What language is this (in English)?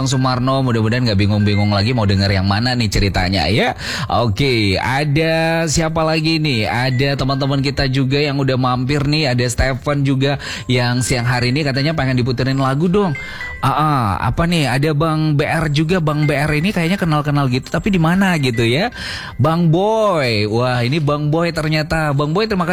Indonesian